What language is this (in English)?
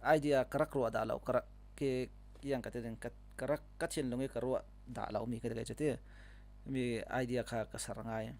Falam Chin